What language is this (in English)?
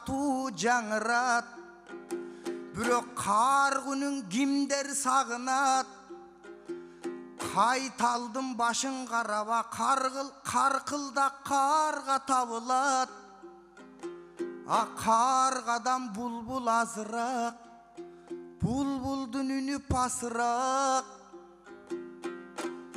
Kyrgyz